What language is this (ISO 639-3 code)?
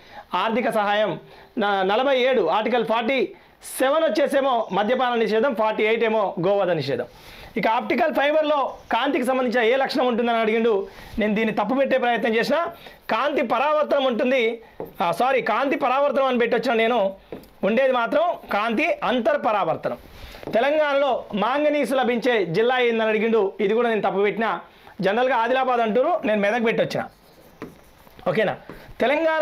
tel